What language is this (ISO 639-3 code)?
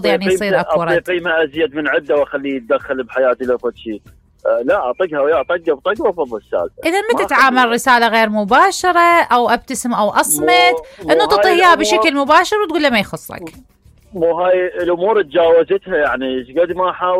acm